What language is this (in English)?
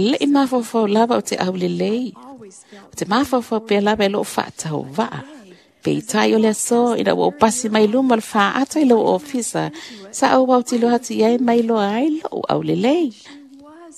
Samoan